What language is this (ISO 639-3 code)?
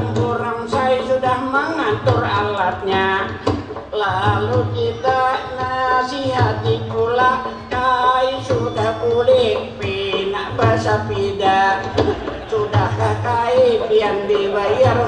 bjn